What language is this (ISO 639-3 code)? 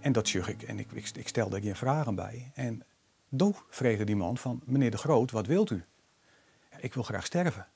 fry